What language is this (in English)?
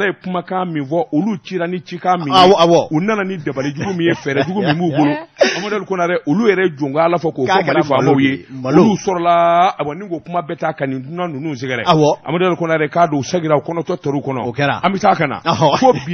Bambara